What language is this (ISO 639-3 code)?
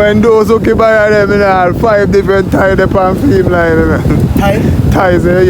jam